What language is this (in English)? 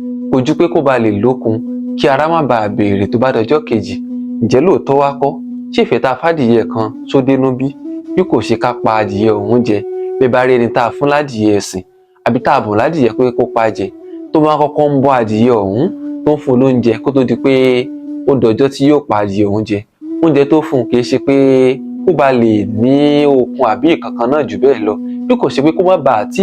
Yoruba